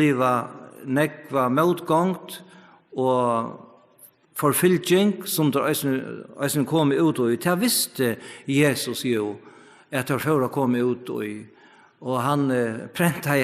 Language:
Faroese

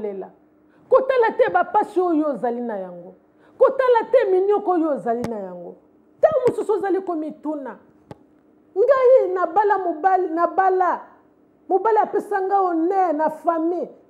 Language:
Lingala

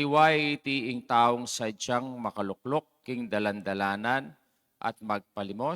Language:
Pampanga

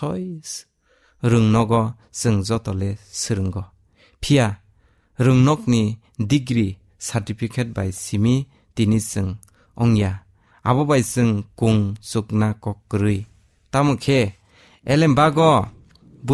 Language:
Kok Borok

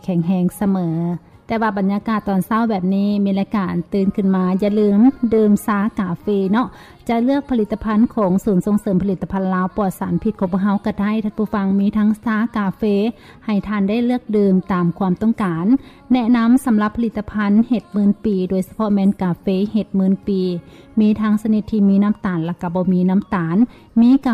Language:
Lao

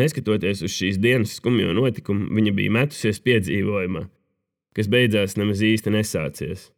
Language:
Latvian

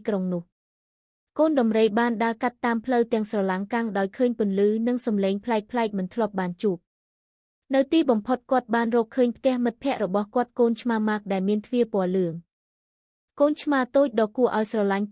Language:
Khmer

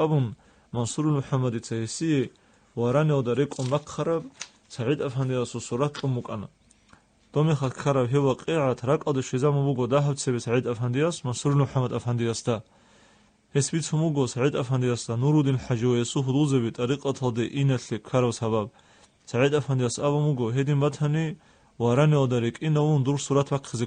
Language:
Avaric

